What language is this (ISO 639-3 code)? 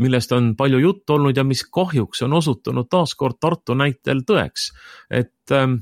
est